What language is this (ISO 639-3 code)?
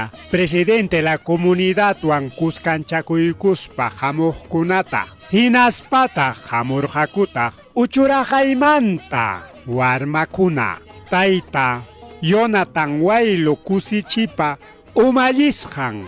quy